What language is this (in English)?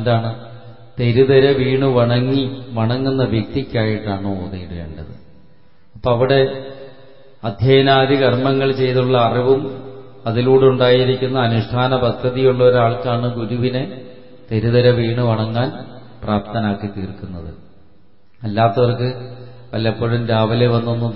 Malayalam